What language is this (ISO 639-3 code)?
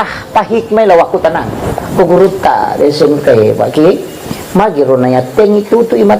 bug